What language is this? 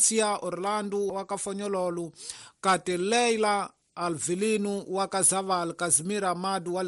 Tsonga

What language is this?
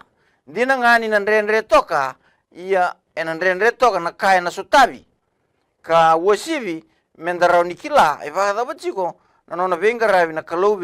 Fijian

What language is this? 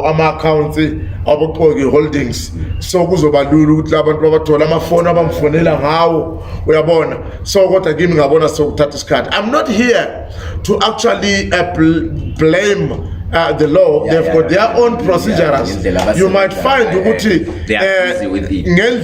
Zulu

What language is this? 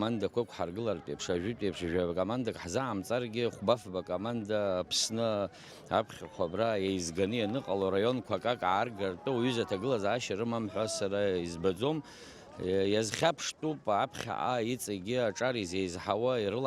Abkhazian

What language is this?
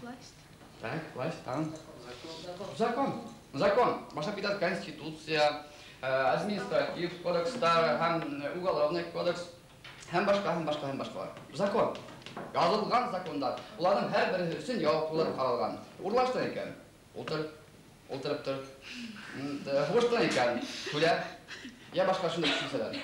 Bashkir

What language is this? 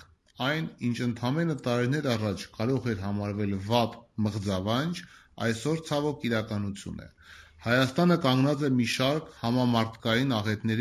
Armenian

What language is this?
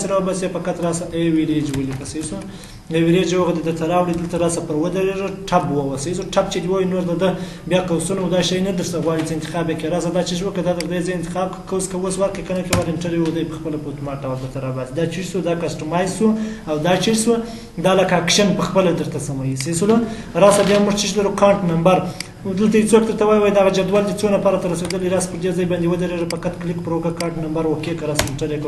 Pashto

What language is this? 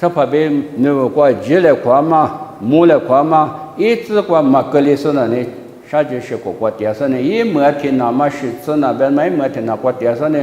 Lisu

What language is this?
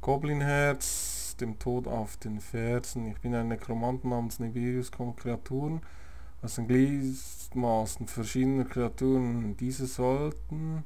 Swiss German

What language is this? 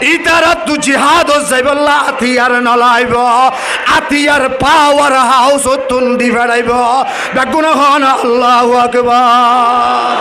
Rohingya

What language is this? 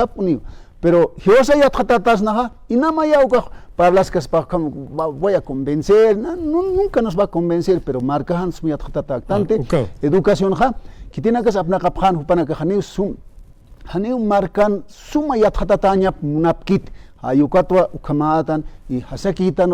Aymara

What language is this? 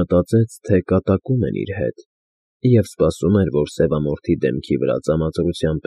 Armenian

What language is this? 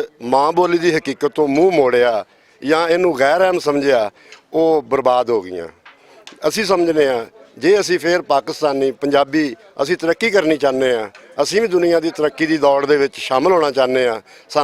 Western Panjabi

